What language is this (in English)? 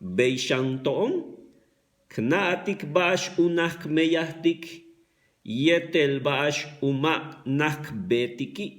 Yucateco